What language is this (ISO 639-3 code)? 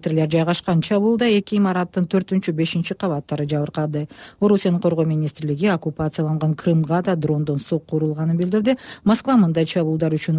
kir